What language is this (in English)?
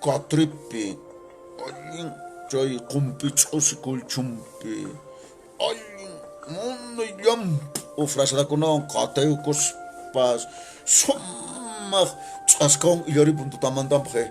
Quechua